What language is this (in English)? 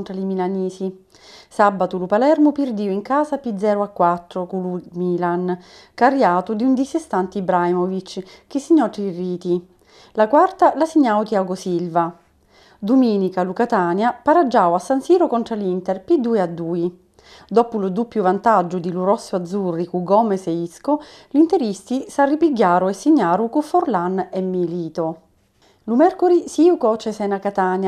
Sicilian